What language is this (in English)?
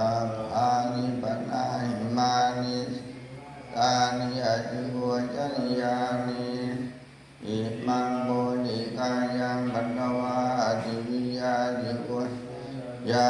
Pali